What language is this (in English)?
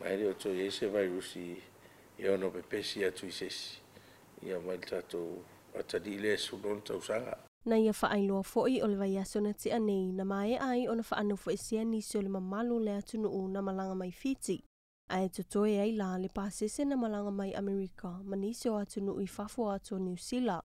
Samoan